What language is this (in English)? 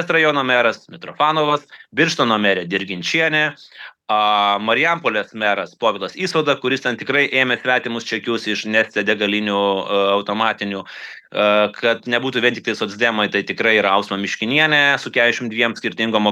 Lithuanian